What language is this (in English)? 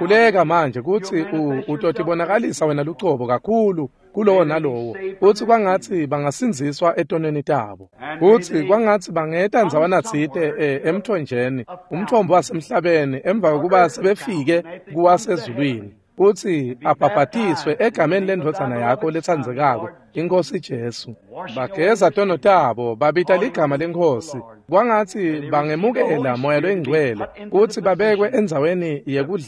Swati